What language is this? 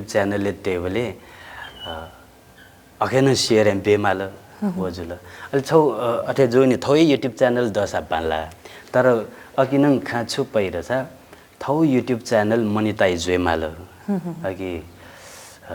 Newari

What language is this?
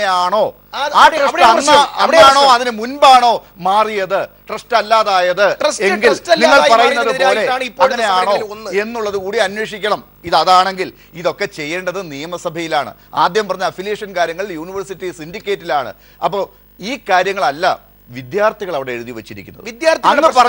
Malayalam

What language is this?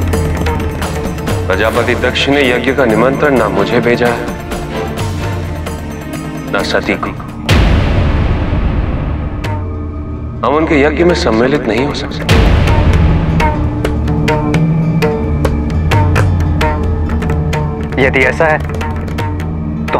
Hindi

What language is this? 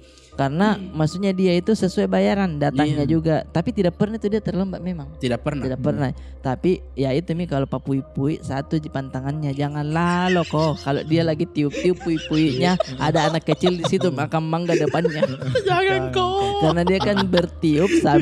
Makassar Malay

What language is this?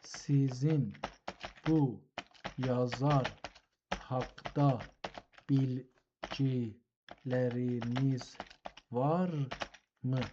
South Azerbaijani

